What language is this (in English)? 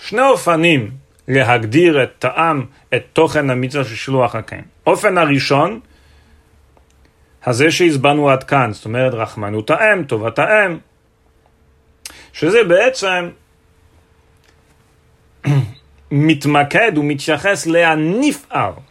Hebrew